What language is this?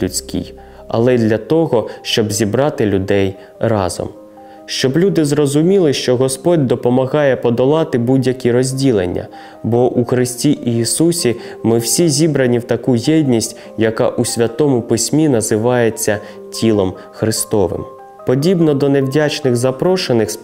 Ukrainian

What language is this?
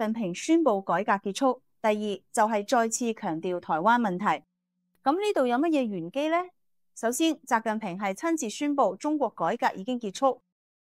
Cantonese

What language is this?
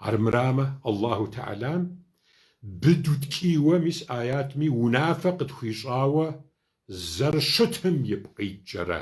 Kabardian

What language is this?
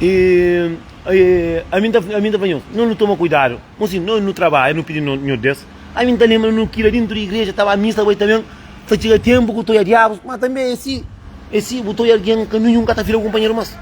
Kabuverdianu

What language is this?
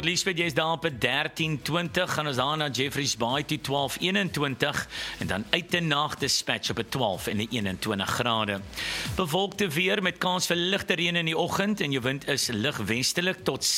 Afrikaans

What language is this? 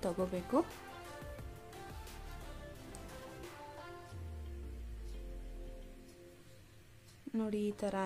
Kannada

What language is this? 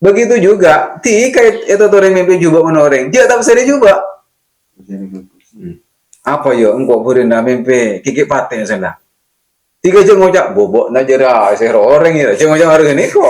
Madurese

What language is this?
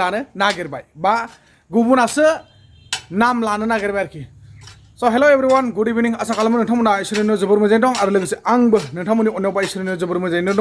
Bodo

